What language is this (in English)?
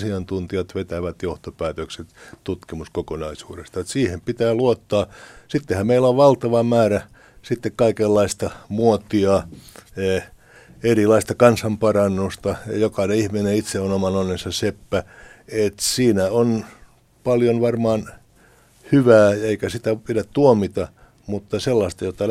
Finnish